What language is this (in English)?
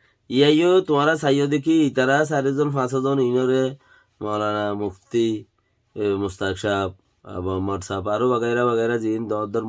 Rohingya